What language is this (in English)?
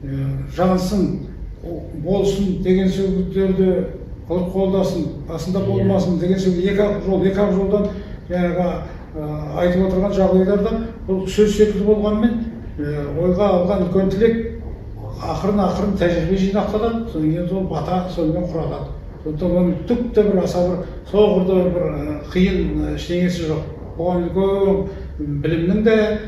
Kazakh